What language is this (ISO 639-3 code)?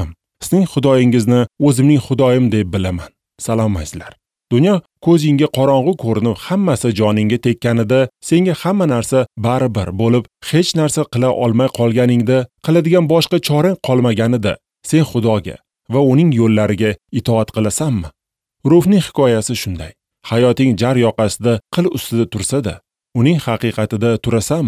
uzb